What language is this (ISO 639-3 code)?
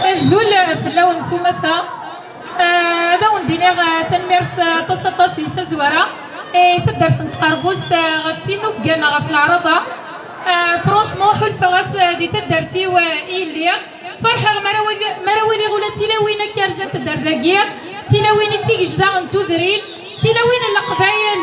kab